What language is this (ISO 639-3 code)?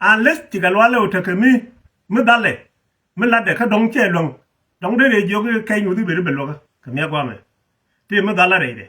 nus